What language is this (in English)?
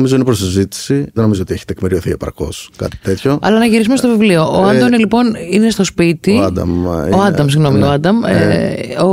Greek